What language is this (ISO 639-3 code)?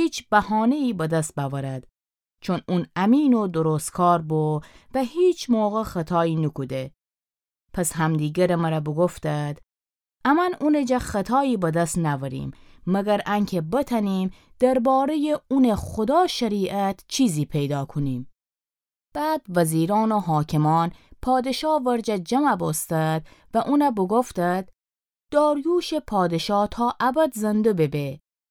glk